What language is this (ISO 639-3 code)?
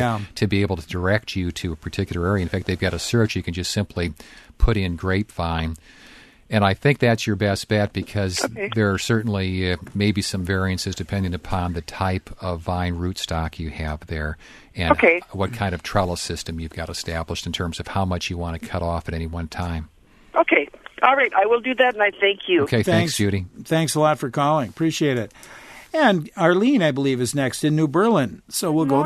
eng